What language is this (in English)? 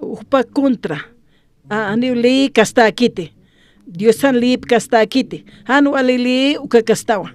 Aymara